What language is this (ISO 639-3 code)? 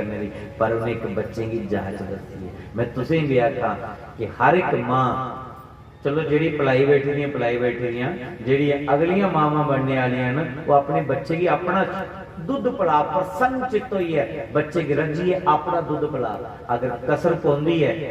doi